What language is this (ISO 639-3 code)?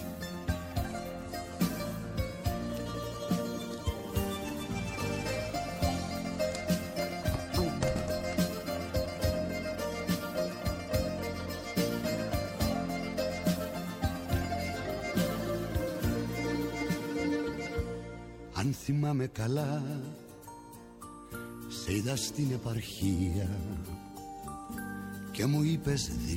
ell